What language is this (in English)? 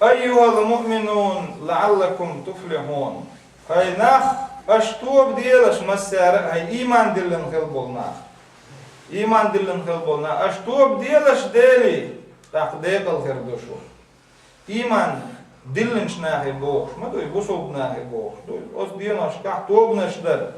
Chechen